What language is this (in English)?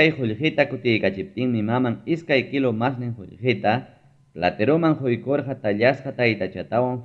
Ayacucho Quechua